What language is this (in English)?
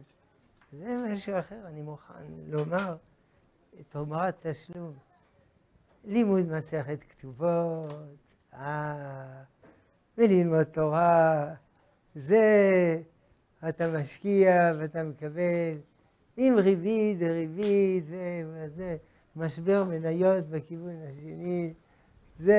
Hebrew